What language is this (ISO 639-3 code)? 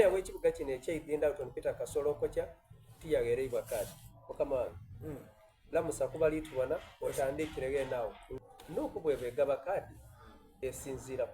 xog